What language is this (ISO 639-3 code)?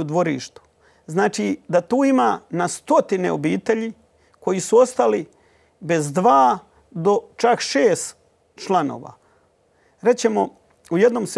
hrv